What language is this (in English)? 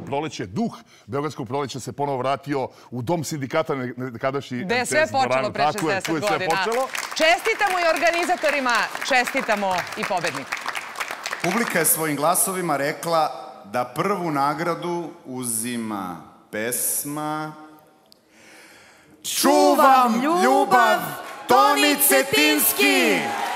Serbian